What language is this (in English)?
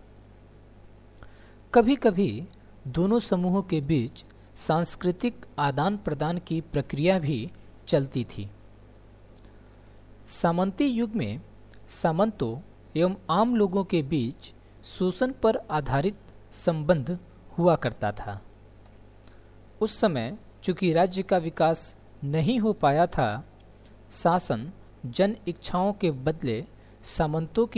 Hindi